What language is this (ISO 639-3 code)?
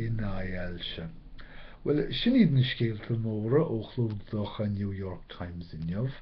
gle